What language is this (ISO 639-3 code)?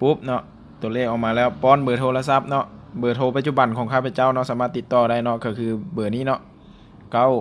lao